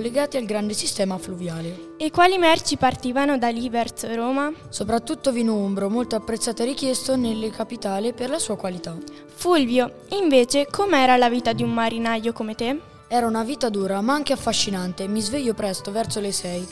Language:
Italian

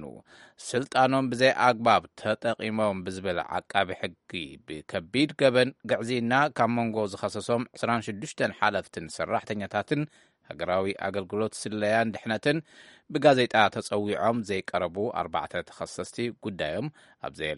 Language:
Tigrinya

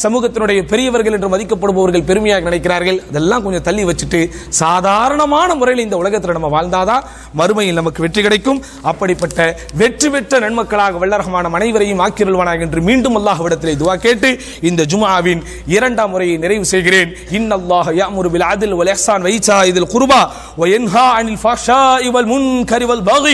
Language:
Tamil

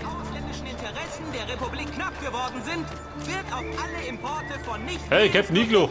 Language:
Bavarian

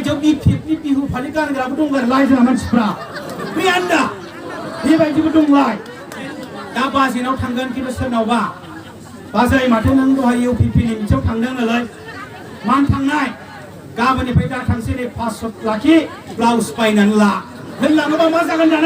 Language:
Bodo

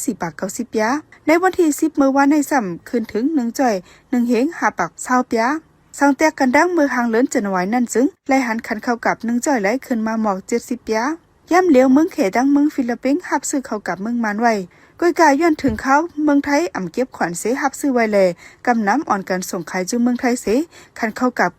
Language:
Shan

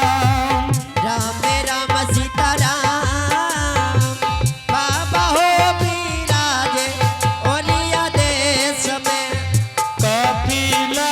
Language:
Angika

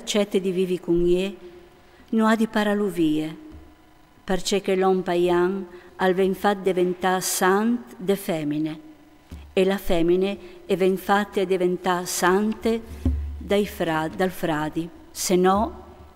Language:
Friulian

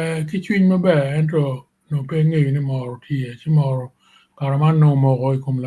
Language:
Acoli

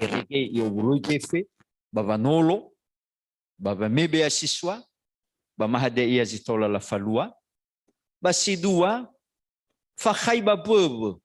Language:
Nias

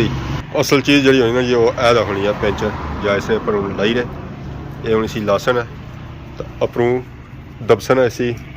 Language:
Pahari-Potwari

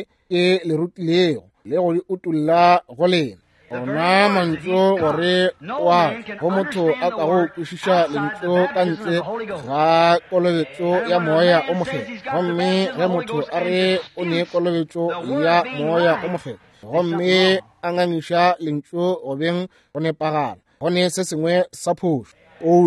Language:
Northern Sotho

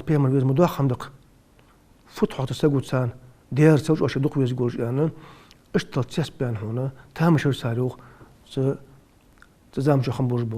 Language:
Ingush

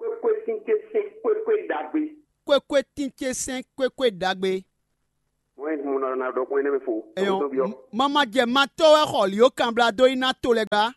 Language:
Fon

